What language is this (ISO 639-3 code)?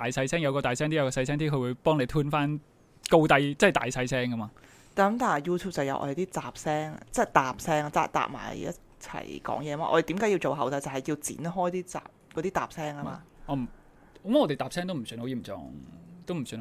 yue